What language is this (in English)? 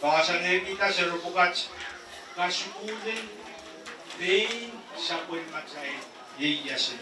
Pohnpeian